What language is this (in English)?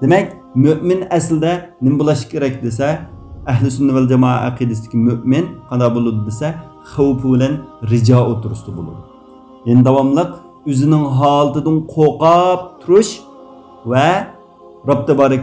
Uyghur